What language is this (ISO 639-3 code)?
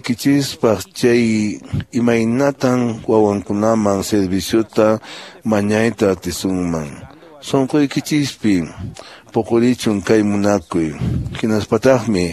que